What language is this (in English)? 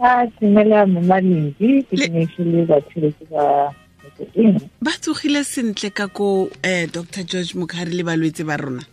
Tswana